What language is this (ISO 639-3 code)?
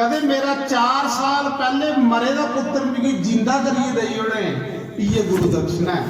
doi